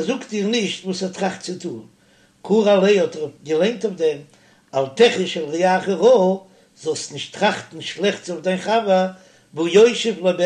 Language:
Yiddish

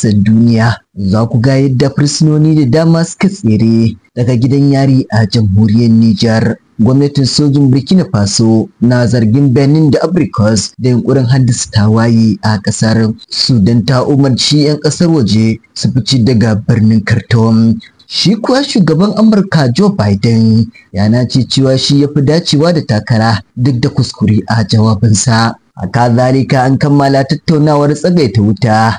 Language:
Hausa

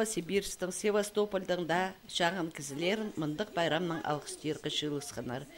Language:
Khakas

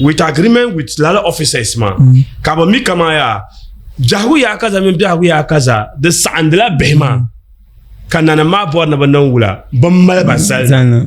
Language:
Dagbani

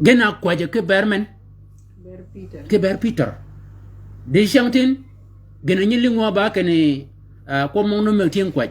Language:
Shilluk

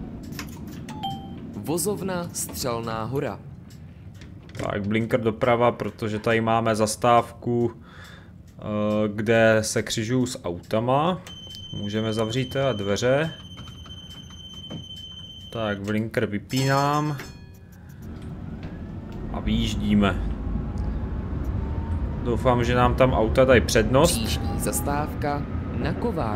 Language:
Czech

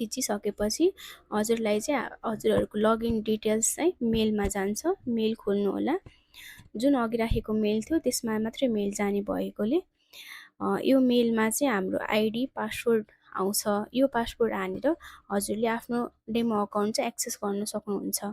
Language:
Nepali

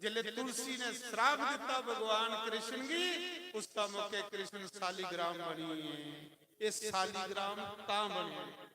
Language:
Dogri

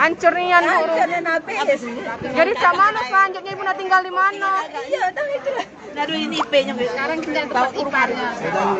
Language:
Musi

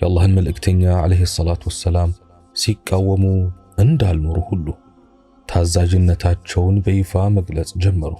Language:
Amharic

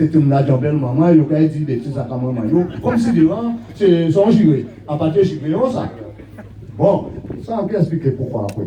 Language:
Guadeloupean Creole French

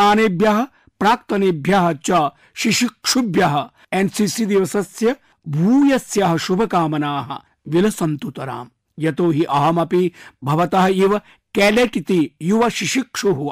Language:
Sanskrit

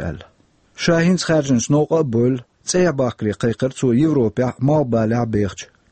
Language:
Chechen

